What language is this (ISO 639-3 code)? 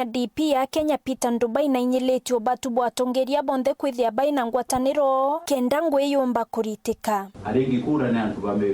mer